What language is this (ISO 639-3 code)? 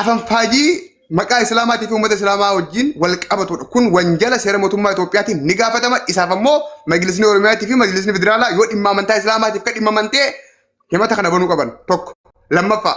orm